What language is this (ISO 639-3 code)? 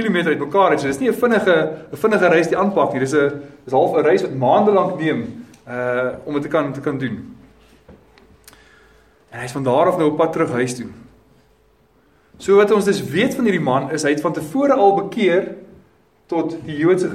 afr